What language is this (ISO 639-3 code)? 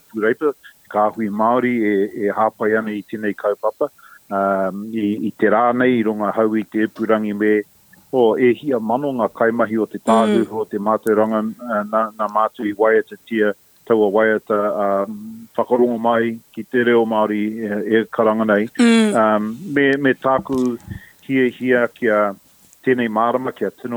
mri